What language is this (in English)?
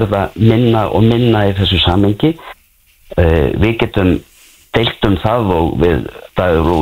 Icelandic